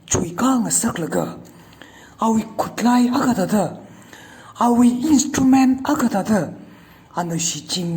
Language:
Tangkhul Naga (India)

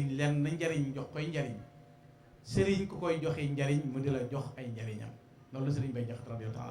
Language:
Wolof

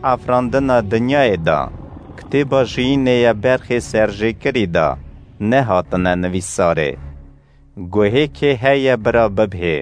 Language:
Kurdish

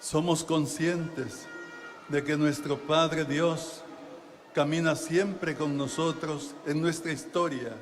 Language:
South Bolivian Quechua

